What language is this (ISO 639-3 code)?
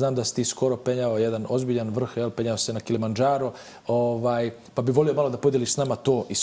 bos